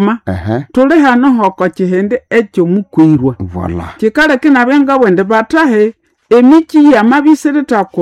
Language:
Nande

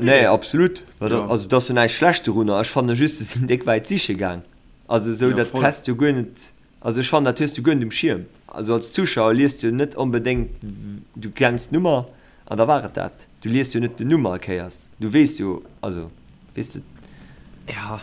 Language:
Luxembourgish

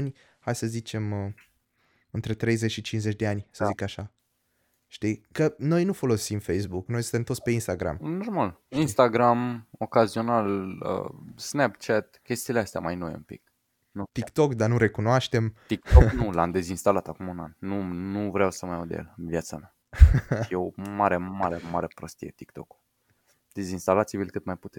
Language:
Romanian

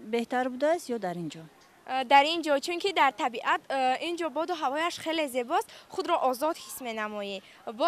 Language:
Tajik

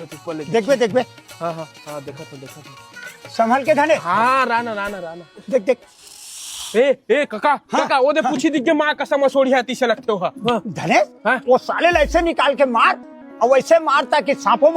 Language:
Chhattisgarhi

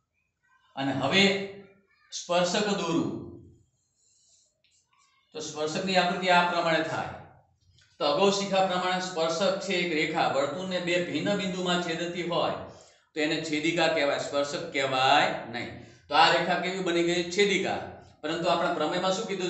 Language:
Gujarati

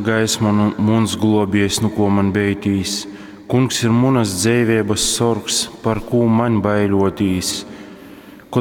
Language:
Latgalian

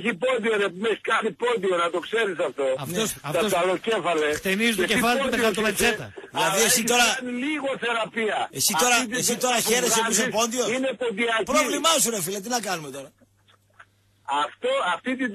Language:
Greek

